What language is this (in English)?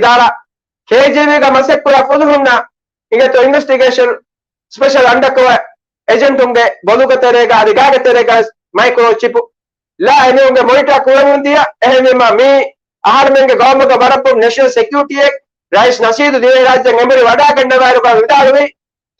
Divehi